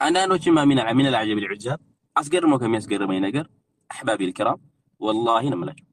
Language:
Amharic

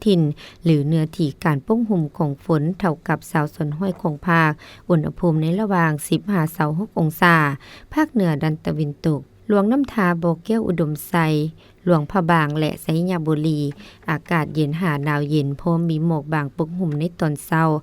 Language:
Lao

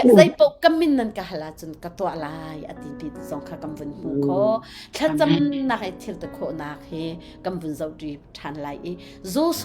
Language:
Hakha Chin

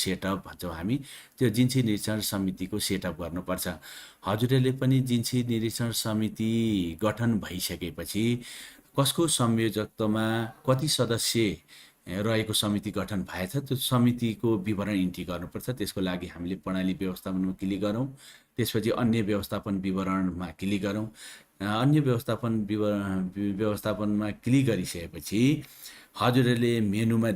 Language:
Nepali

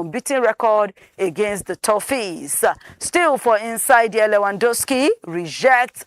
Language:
Nigerian Pidgin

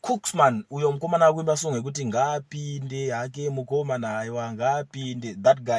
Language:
Shona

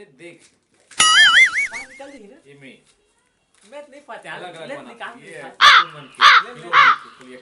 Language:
Chhattisgarhi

